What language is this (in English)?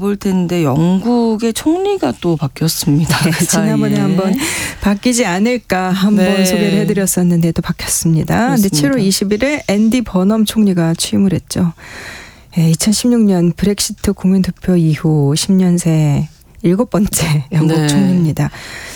Korean